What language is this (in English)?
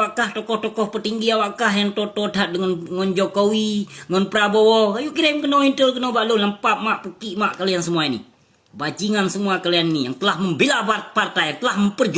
Achinese